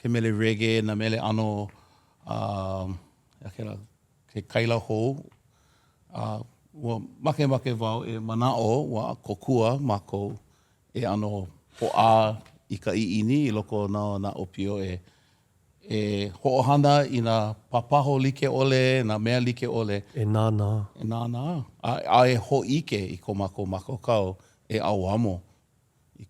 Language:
Hawaiian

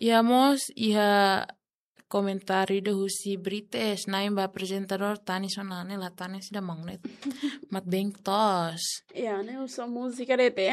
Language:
Tetum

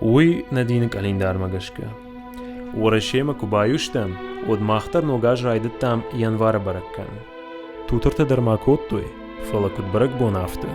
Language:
Ossetic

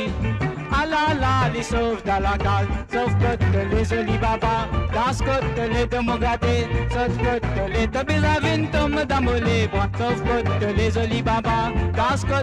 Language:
Morisyen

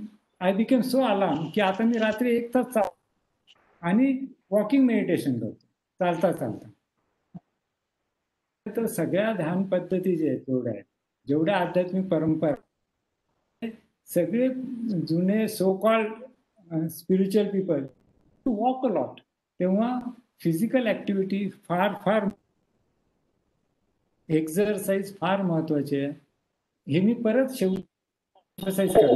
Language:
Marathi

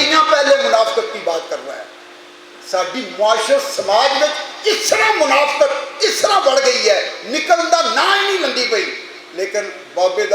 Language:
Western Panjabi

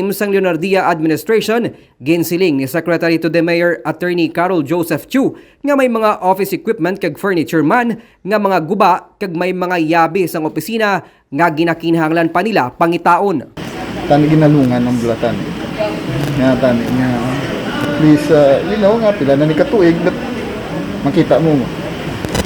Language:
Hiligaynon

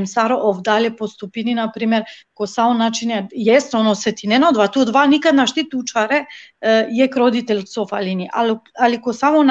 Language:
Balkan Romani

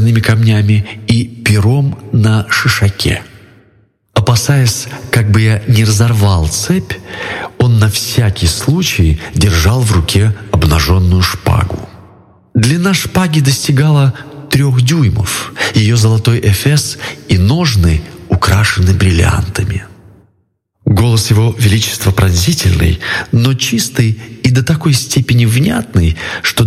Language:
Russian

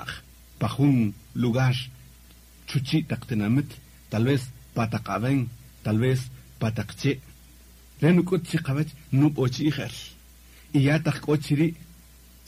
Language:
Kaqchikel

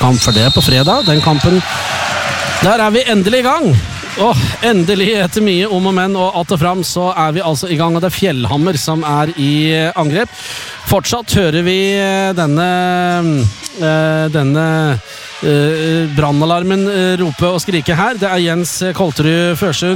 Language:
Norwegian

